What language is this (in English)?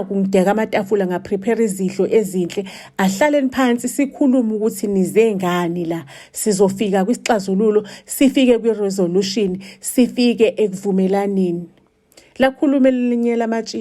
Zulu